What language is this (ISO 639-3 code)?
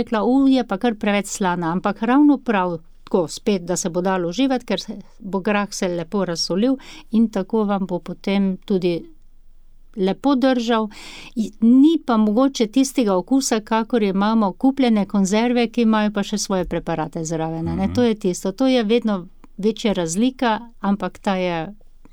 slv